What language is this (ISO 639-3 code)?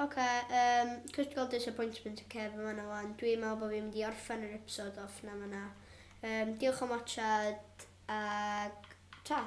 cym